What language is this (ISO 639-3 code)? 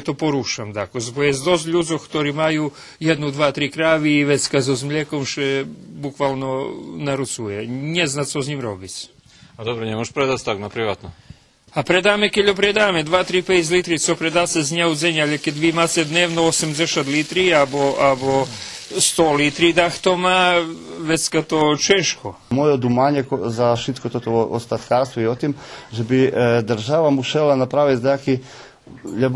rue